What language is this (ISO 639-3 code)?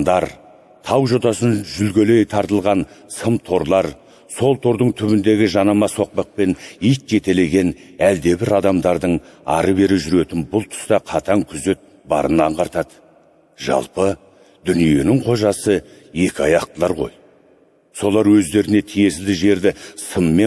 kaz